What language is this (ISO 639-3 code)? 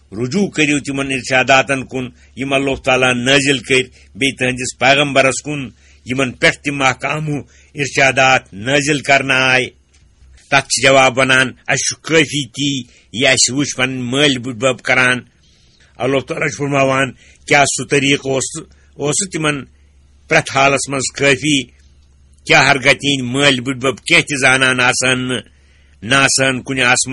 kas